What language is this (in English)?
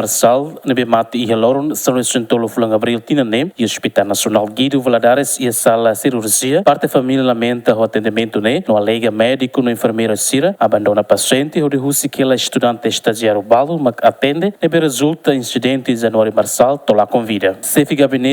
Tetum